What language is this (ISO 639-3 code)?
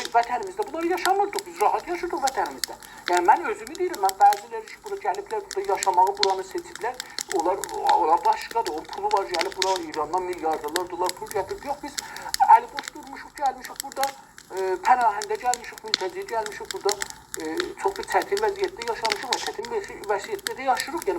azb